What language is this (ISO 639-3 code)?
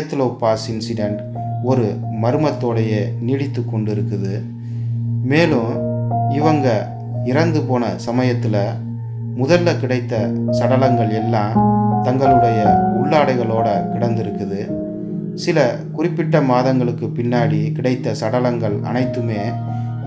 tam